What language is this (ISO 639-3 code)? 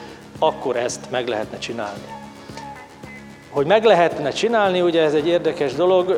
hun